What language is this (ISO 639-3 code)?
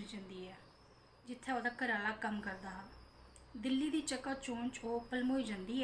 doi